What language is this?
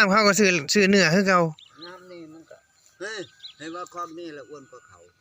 Northeastern Thai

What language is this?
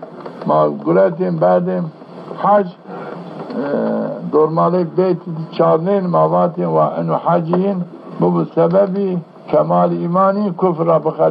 Zaza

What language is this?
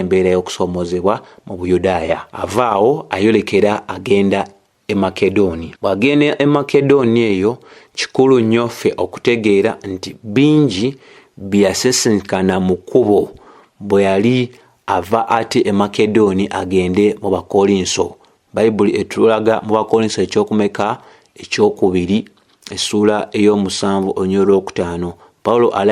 Ganda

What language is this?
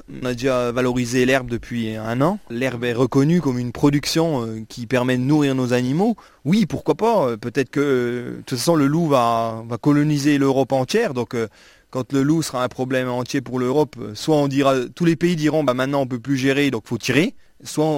French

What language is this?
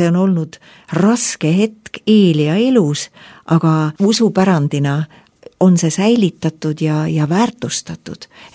Estonian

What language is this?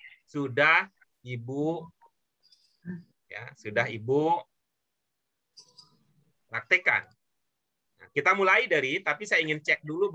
Indonesian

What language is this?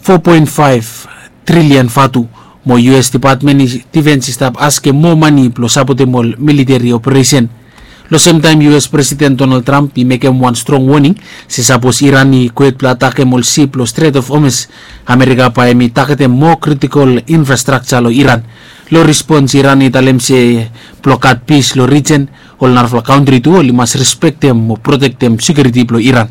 Bislama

